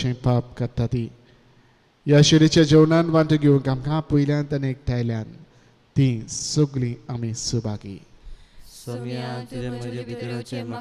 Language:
Konkani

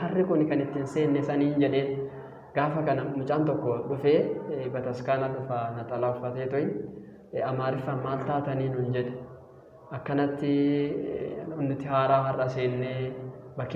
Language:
Oromo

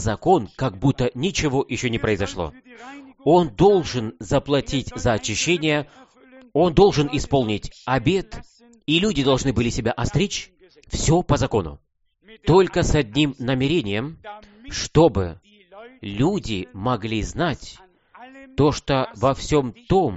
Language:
Russian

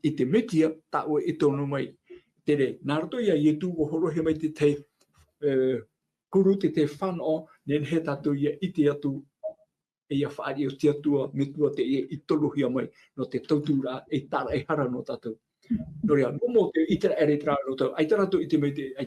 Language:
Tahitian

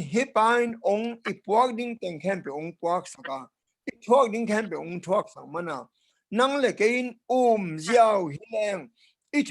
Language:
Tedim Chin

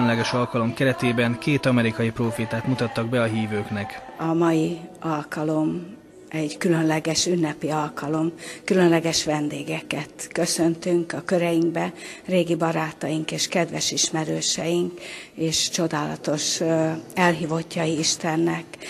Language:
Hungarian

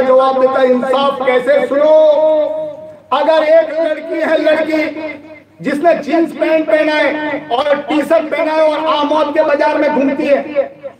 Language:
Hindi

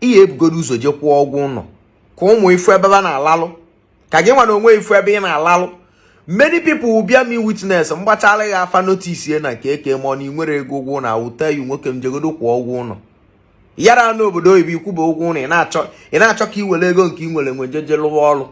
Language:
Igbo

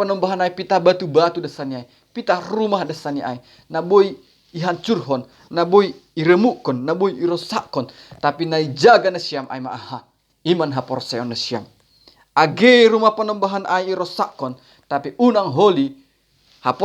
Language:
Batak Simalungun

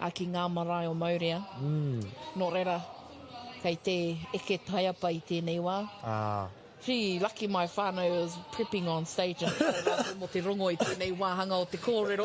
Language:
Māori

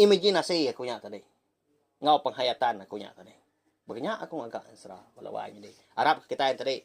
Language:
Iban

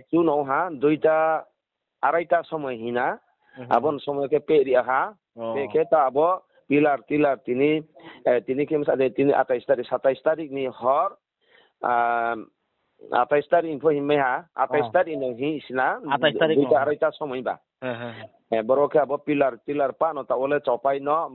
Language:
Riang (India)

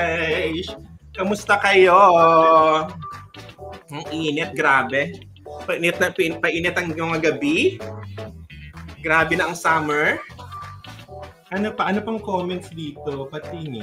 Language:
Filipino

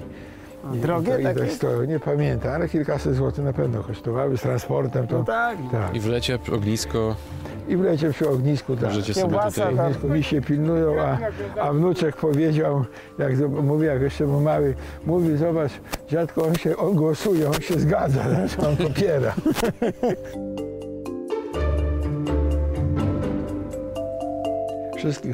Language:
Polish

